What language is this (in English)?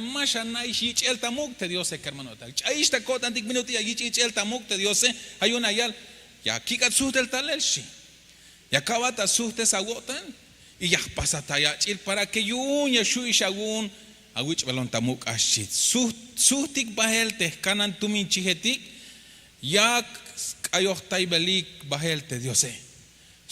Tzeltal